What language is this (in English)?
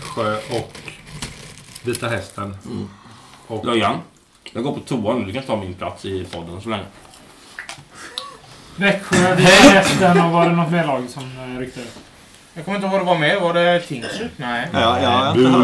Swedish